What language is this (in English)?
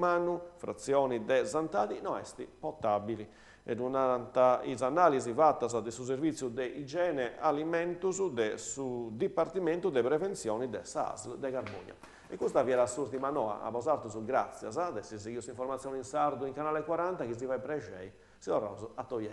Sardinian